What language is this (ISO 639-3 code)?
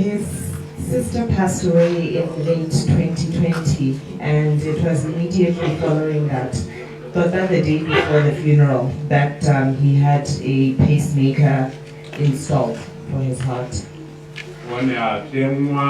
tsn